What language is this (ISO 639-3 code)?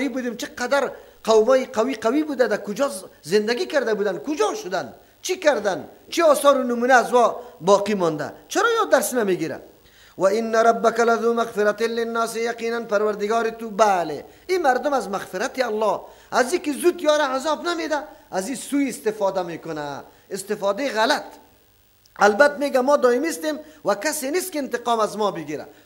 fas